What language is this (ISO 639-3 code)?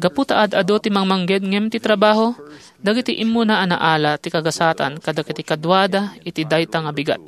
ilo